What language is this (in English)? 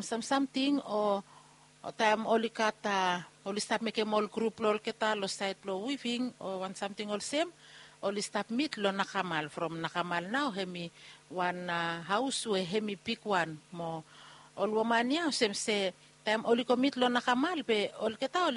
Bislama